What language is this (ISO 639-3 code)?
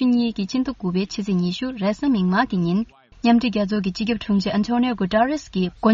bod